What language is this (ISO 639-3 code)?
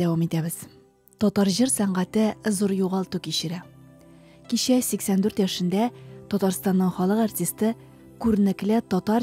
tat